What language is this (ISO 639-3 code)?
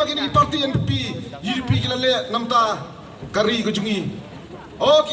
kha